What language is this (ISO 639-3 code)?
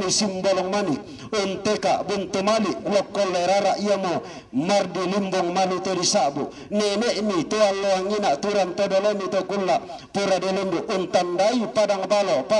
sda